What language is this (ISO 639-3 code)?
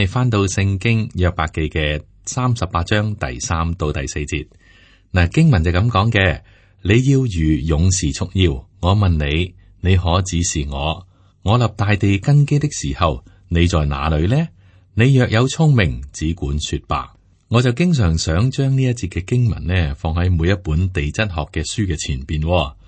yue